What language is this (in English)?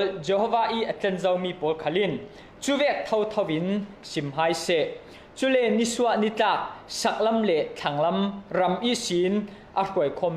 Falam Chin